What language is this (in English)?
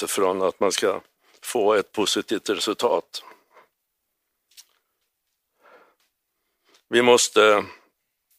Swedish